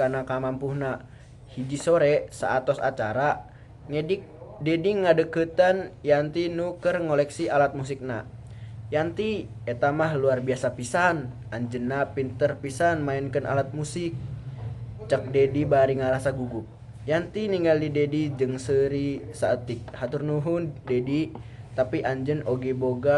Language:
Sundanese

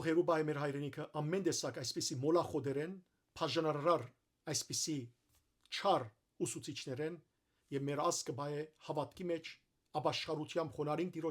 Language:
Western Armenian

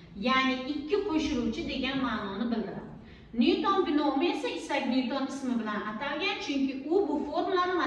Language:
Uzbek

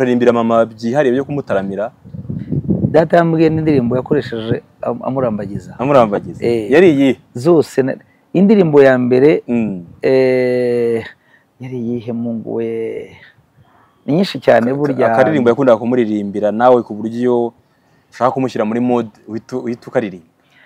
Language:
Kinyarwanda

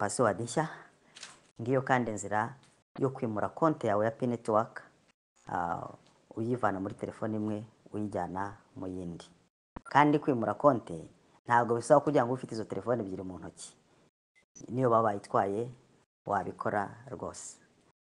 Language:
Kinyarwanda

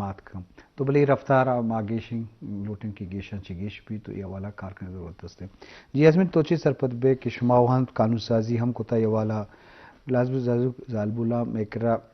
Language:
Eastern Balochi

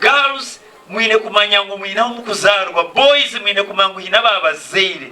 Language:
Nyankole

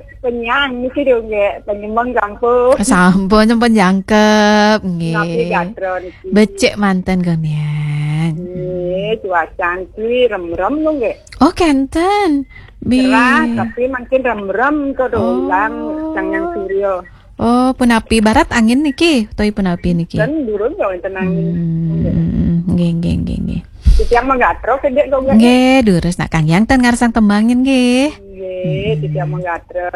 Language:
Balinese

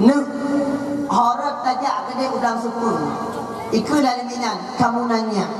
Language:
Achinese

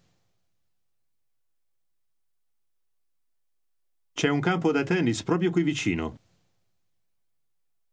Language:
Italian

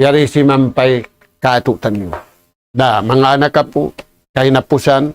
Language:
Tausug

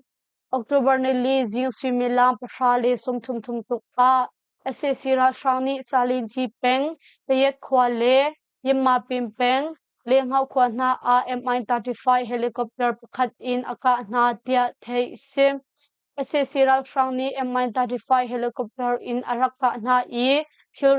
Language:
Hakha Chin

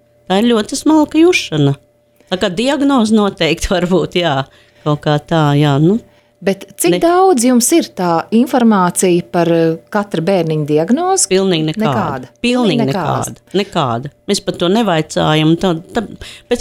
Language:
Latvian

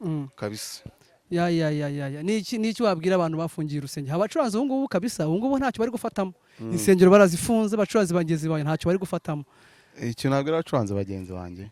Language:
Kinyarwanda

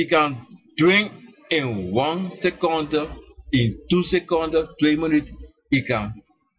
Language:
Sranan Tongo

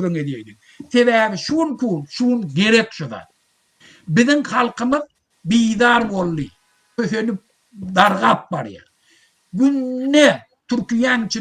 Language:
Turkmen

